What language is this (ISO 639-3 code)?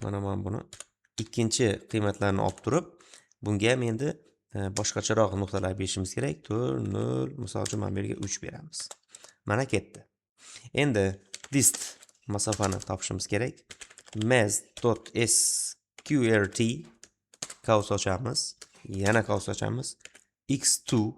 uzb